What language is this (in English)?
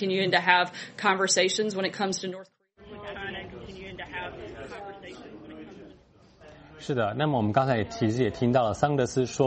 Chinese